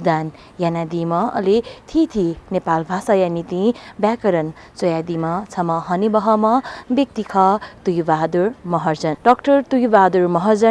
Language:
Newari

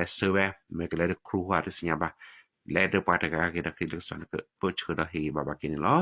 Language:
S'gaw Karen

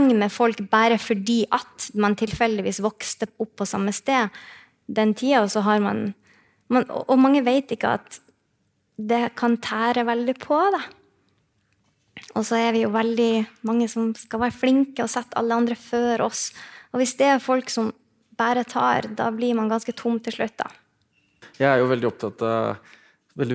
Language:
Norwegian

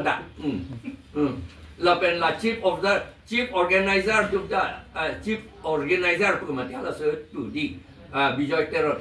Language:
Karbi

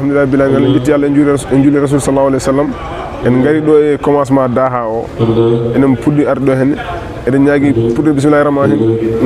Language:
Fula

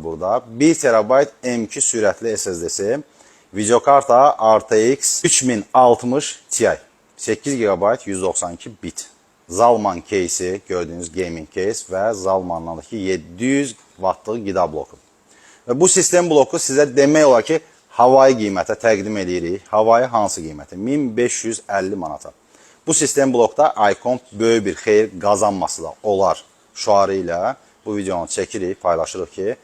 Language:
Azerbaijani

